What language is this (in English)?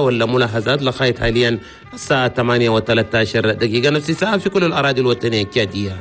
Chadian Arabic